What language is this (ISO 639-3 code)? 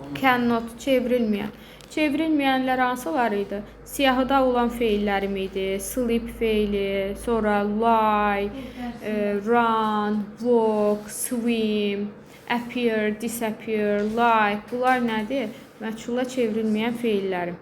aze